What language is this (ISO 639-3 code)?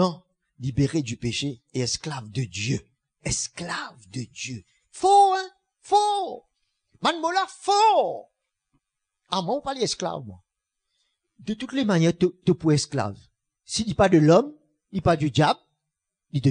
mfe